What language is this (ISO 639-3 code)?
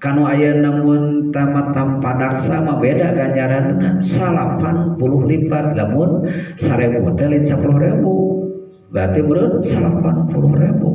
sun